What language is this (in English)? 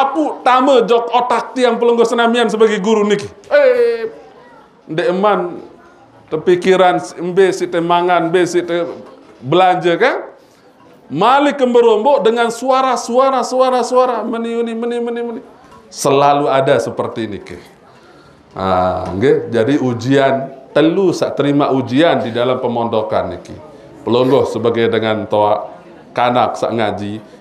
Sasak